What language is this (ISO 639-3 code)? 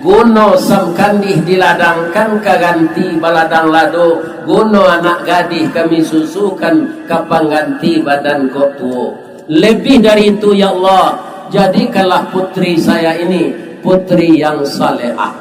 min